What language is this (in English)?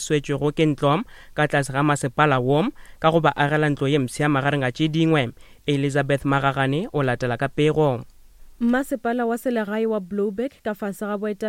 Northern Sotho